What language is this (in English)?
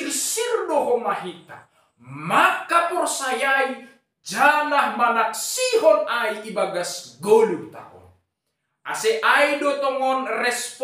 Batak Simalungun